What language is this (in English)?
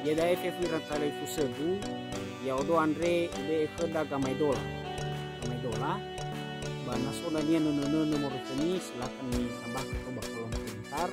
Nias